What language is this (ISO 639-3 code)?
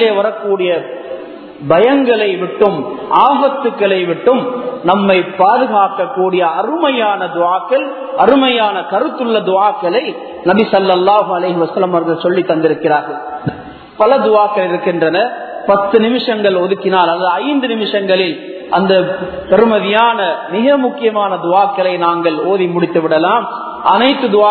tam